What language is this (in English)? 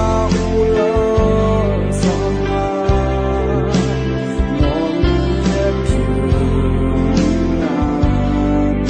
Akha